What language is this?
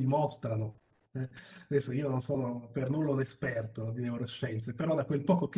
Italian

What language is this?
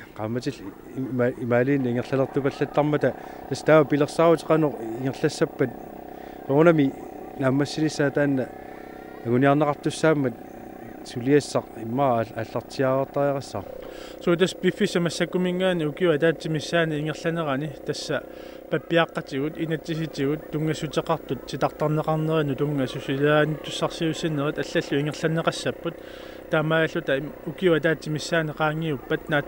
Kalaallisut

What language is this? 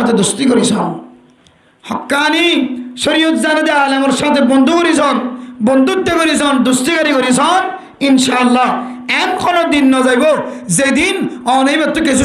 Rohingya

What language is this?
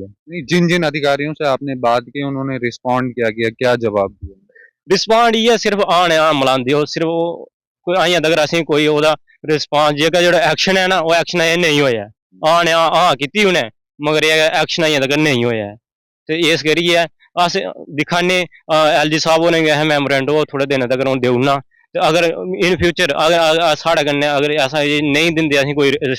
Dogri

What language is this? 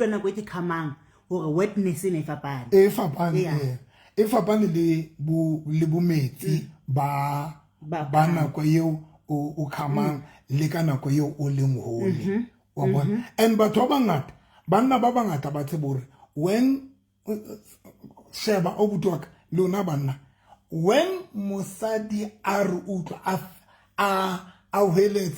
Southern Sotho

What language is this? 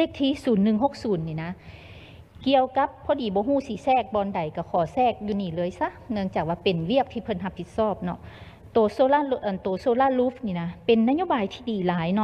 Lao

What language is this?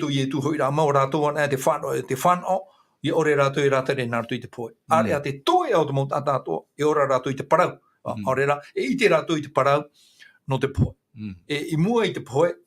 Tahitian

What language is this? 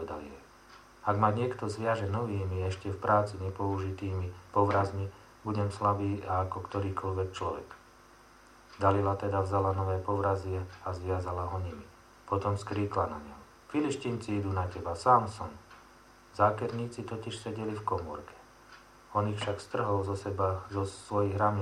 Slovak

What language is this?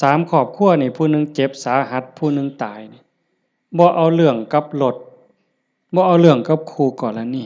Lao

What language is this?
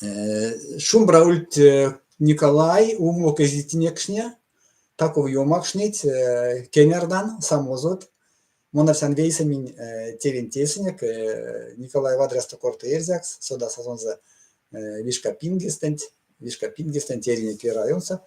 Erzya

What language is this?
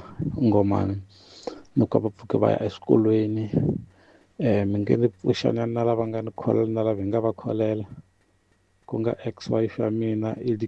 Tsonga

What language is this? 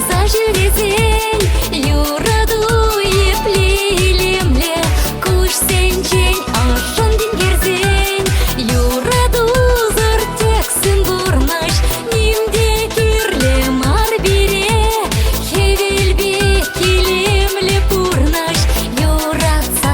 Chuvash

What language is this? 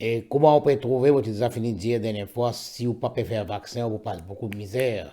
Morisyen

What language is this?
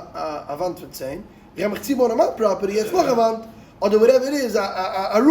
Yiddish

